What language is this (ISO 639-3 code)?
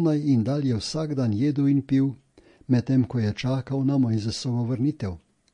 slv